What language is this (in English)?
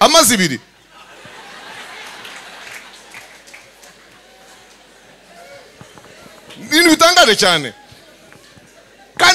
Kinyarwanda